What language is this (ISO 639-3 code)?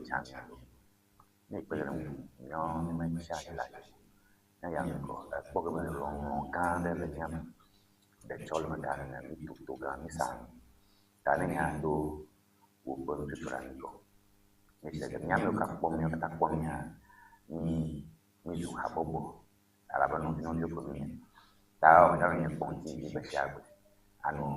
ewe